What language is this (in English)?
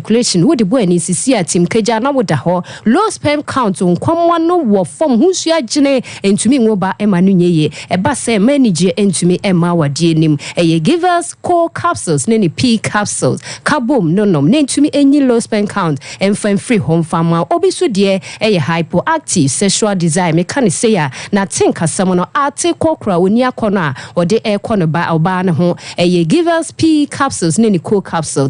Akan